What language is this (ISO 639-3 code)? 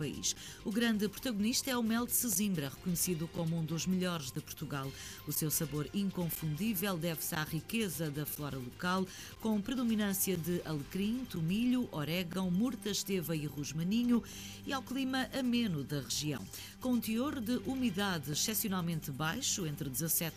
por